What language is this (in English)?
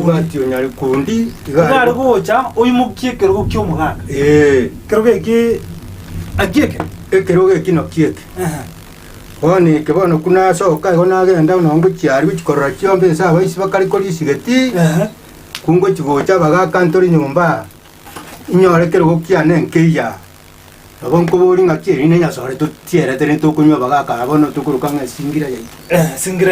Gusii